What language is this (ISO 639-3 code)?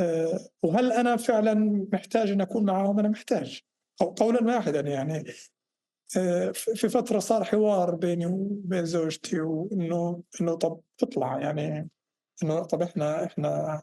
apc